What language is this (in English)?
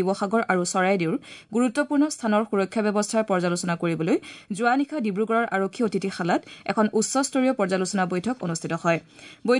Assamese